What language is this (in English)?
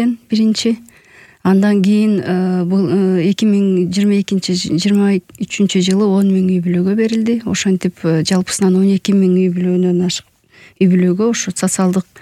Kyrgyz